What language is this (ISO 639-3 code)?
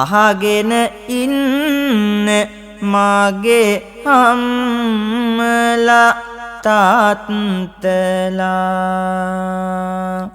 sin